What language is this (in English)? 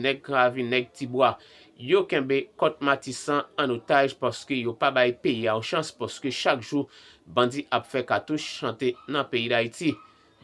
Haitian Creole